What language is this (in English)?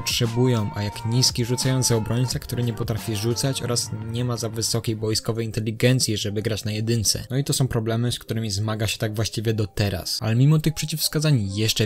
Polish